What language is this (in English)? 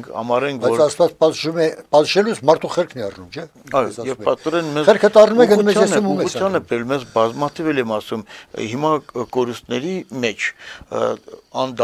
Armenian